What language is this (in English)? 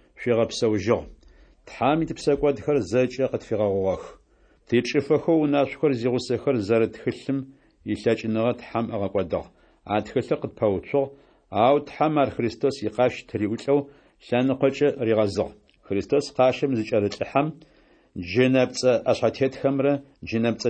Adyghe